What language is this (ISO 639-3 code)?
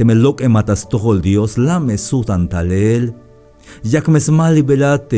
tzh